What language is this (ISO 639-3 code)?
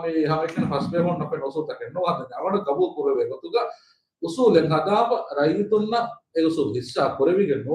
div